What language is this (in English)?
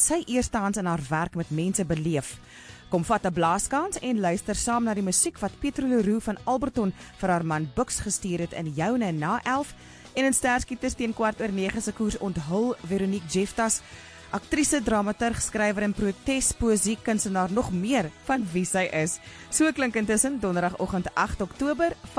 Afrikaans